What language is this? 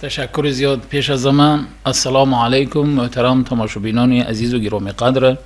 Tajik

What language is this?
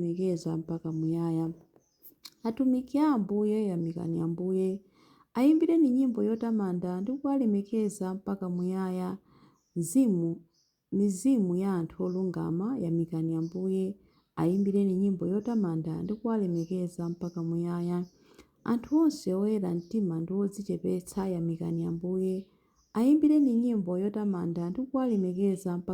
Nyanja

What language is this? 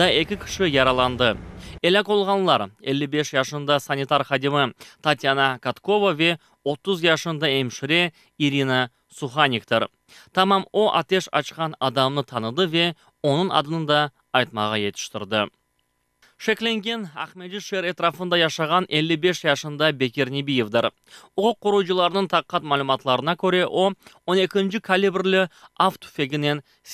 Crimean Tatar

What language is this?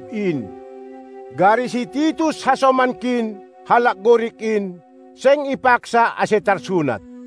Batak Simalungun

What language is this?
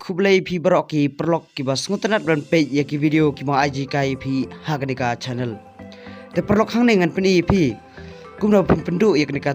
Khasi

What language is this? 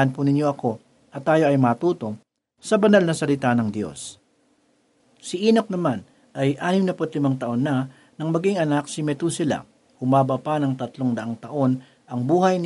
Filipino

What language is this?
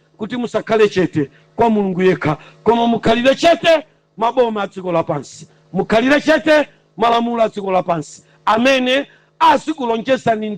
Nyanja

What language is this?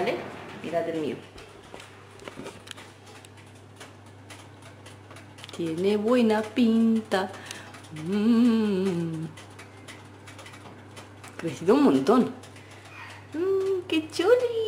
Spanish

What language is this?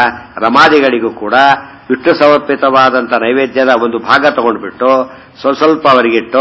Kannada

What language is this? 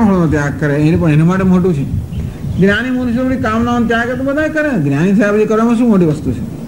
Gujarati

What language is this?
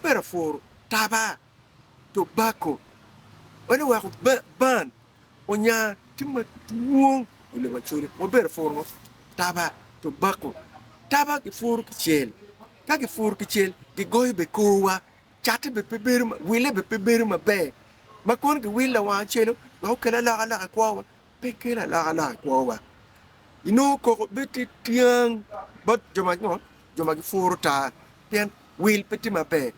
Acoli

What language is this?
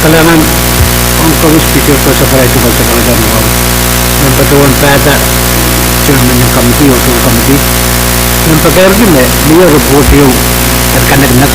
Pohnpeian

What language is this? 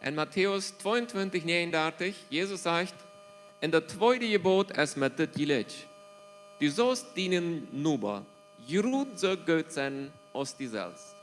Plautdietsch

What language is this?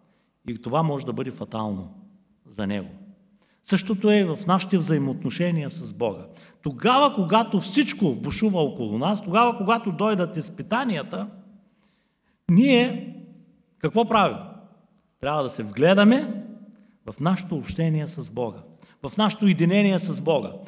Bulgarian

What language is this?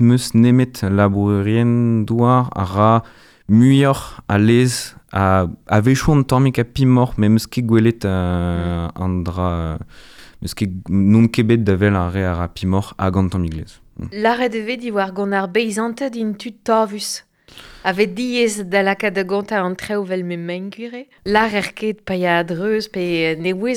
Breton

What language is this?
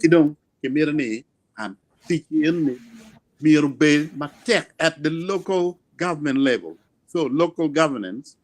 Acoli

